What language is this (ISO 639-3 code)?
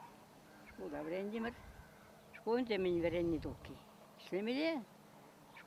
chv